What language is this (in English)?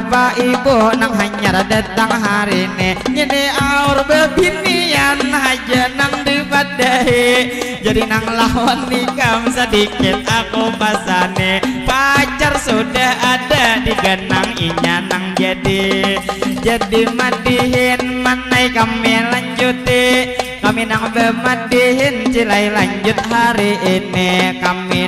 Banjar